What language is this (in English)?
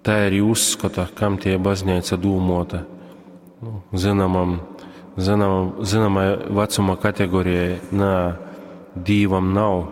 Latgalian